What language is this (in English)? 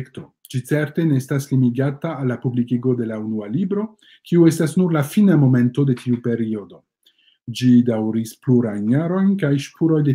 Esperanto